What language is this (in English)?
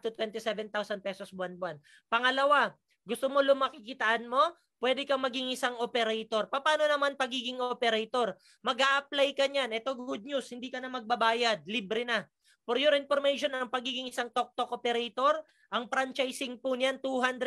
Filipino